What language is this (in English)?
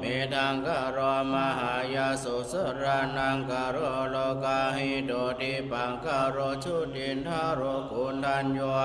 Pali